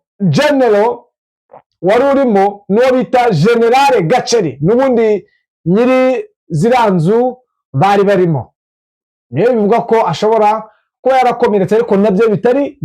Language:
Kinyarwanda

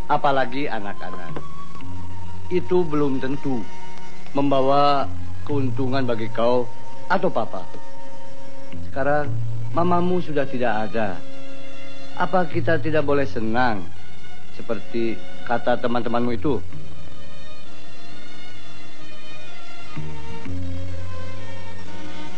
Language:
Indonesian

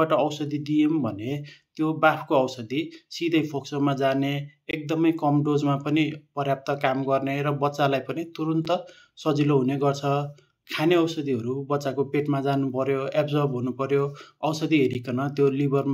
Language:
Nepali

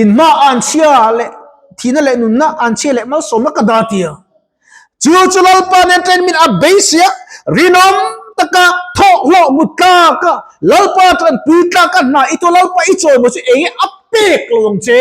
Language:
Mizo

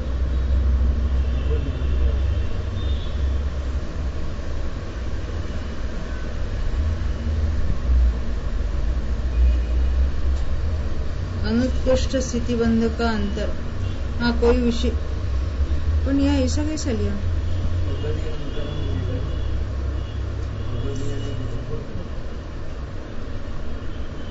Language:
Hindi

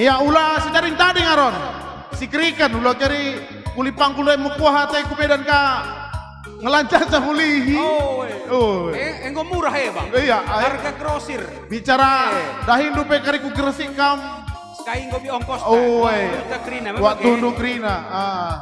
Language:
Batak Karo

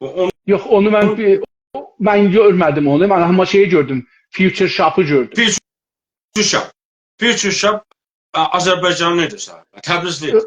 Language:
South Azerbaijani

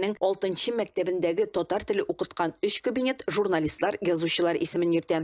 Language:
Tatar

